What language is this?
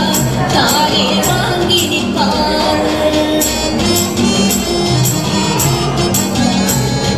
Tamil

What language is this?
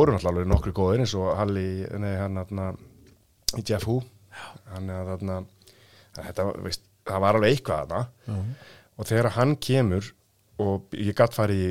Icelandic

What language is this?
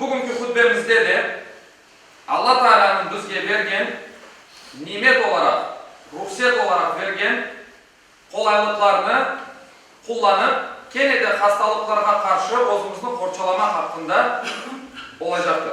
Crimean Tatar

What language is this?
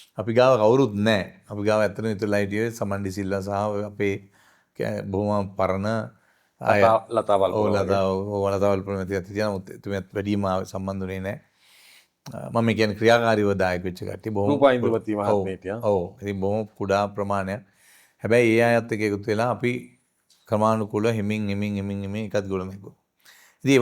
Sinhala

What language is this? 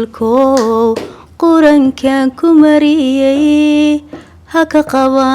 Somali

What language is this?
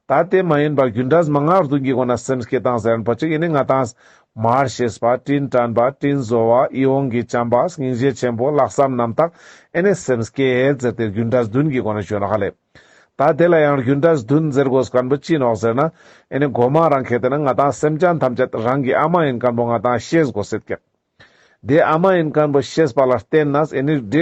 Ladakhi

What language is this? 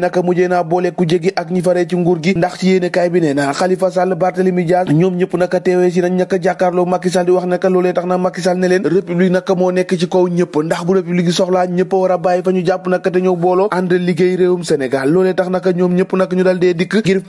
Wolof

